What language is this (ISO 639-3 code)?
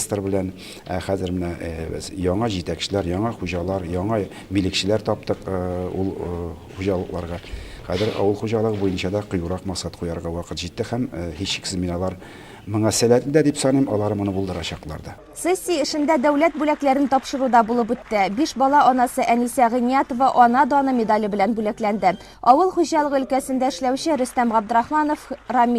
tat